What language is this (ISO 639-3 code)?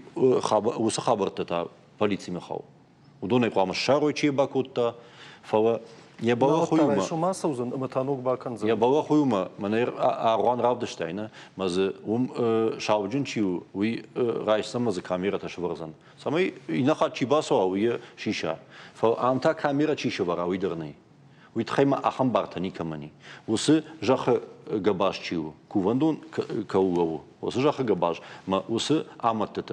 oss